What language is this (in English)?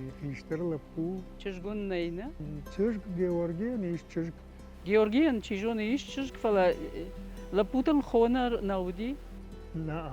Ossetic